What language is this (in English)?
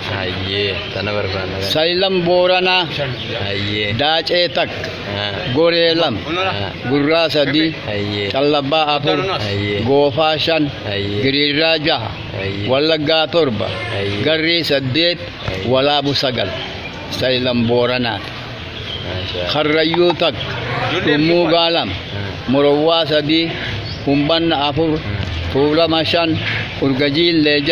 Oromo